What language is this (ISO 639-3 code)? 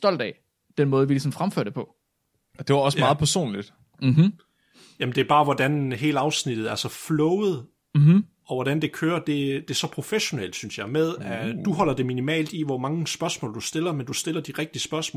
dan